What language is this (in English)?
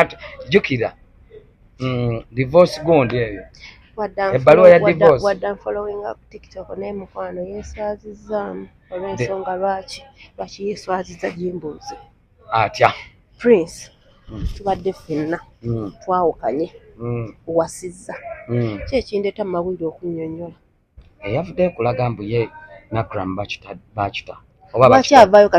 Ganda